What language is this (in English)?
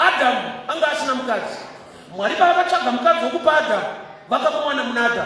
Shona